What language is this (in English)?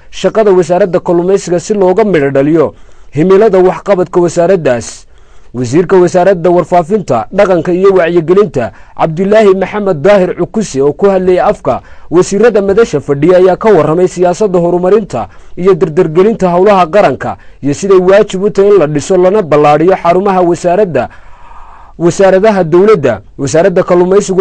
Somali